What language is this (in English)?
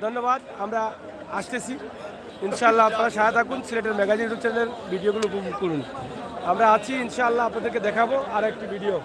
Sylheti